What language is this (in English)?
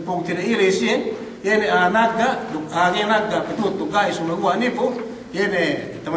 Yakan